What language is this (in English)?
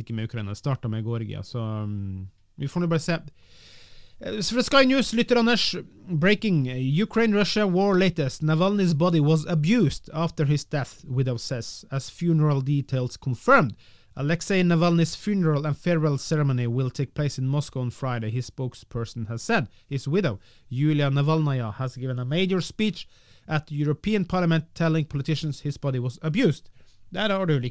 Norwegian